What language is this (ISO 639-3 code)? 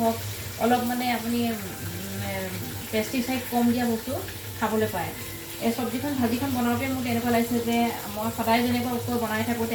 asm